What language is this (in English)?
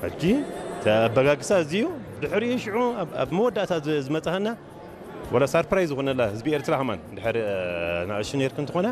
Tigrinya